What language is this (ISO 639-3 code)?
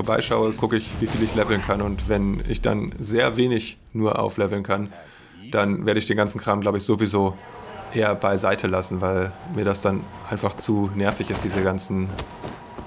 deu